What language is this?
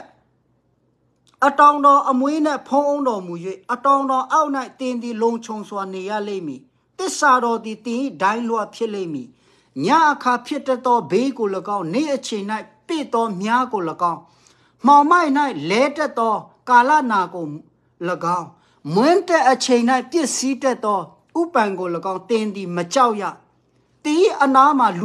Burmese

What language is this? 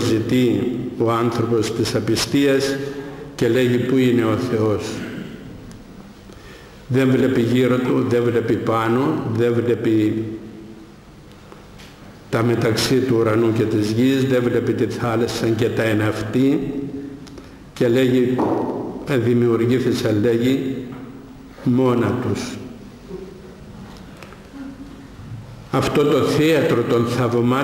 Greek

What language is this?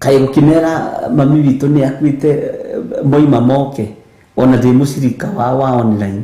Kikuyu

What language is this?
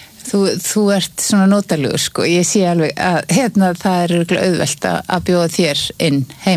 Icelandic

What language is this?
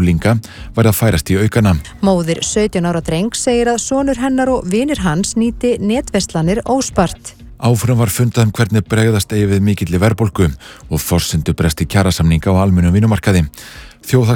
Icelandic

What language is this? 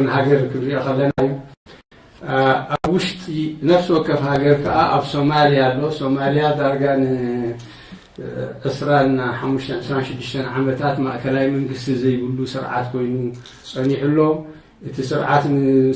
Tigrinya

